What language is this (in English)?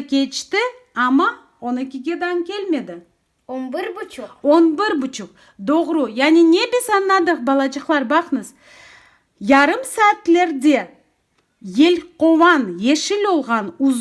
Crimean Tatar